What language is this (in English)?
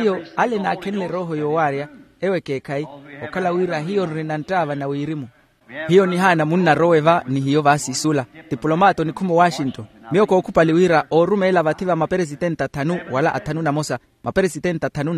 Makhuwa